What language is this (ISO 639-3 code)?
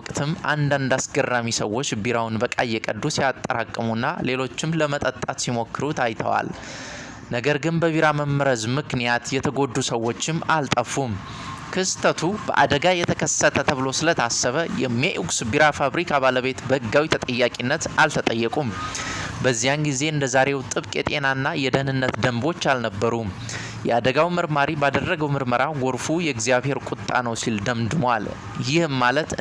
amh